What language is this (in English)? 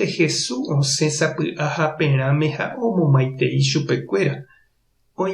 Guarani